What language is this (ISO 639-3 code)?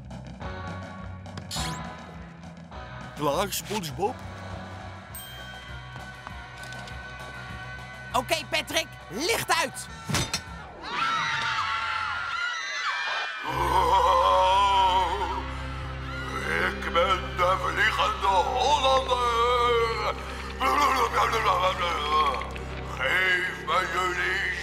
nld